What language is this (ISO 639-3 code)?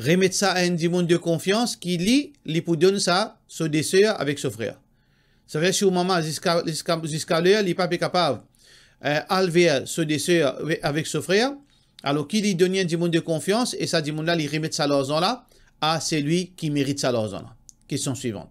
mfe